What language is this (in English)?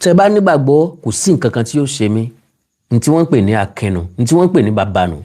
Yoruba